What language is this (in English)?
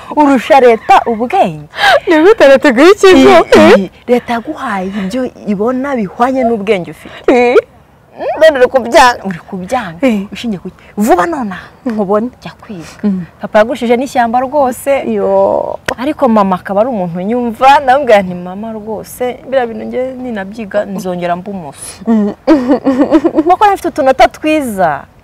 Kinyarwanda